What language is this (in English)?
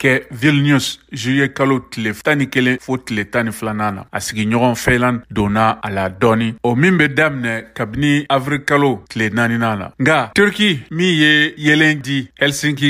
Bambara